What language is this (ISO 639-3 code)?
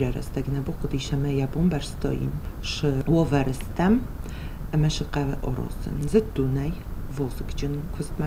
oss